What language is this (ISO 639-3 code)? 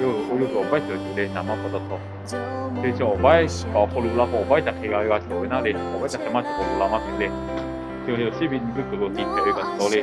lhu